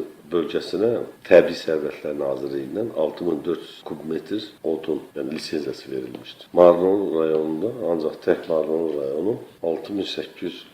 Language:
Azerbaijani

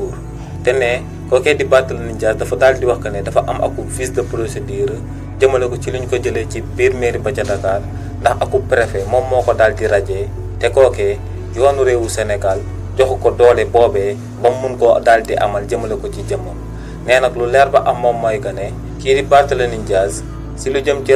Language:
Wolof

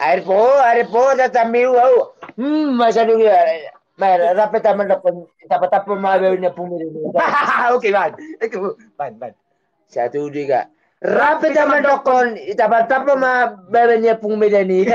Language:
Batak Toba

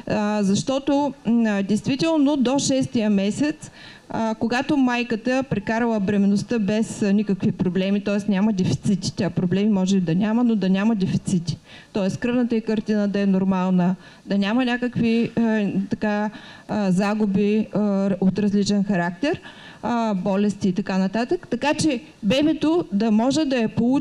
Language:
Bulgarian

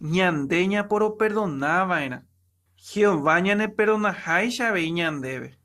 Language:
Guarani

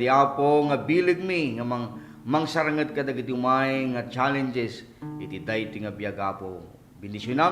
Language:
Iloko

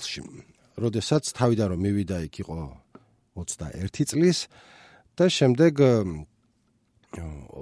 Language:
Georgian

